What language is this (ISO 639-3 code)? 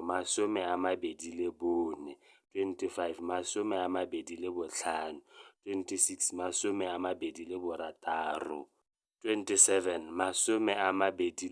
tsn